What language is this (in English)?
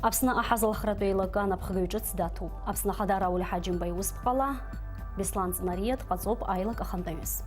Abkhazian